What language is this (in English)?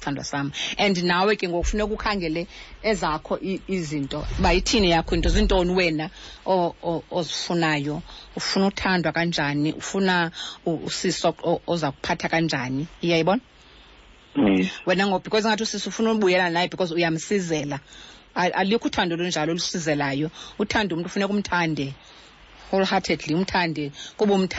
Xhosa